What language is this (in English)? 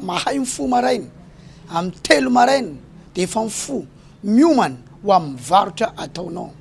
Malagasy